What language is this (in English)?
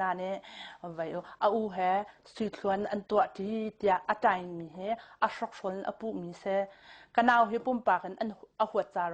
Hakha Chin